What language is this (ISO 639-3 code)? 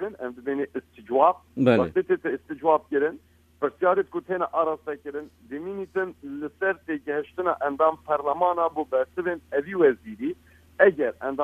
kur